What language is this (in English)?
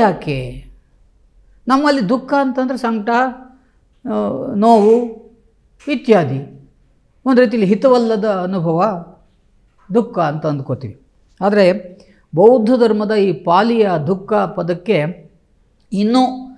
Kannada